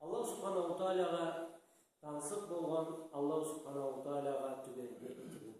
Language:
Karachay-Balkar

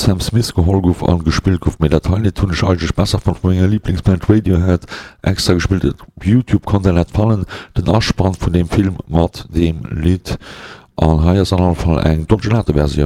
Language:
Luxembourgish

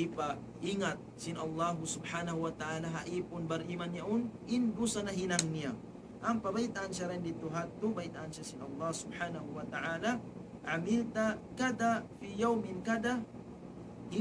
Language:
Tausug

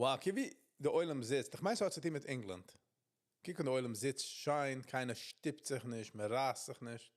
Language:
Yiddish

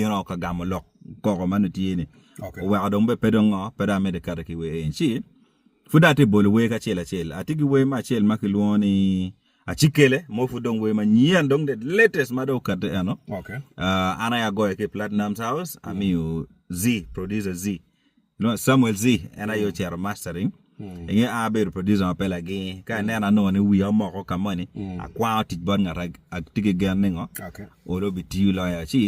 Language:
Acoli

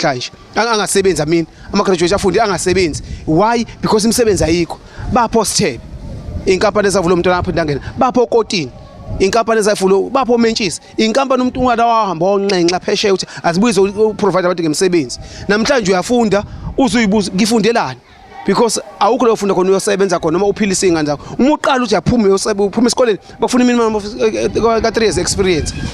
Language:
Zulu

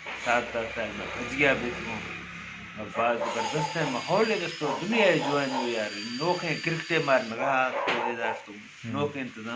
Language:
Eastern Balochi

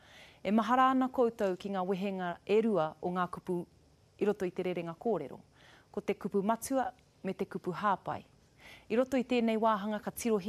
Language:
Māori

